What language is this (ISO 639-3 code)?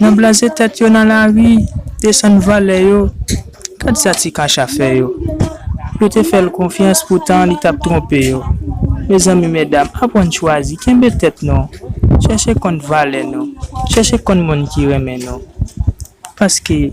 hat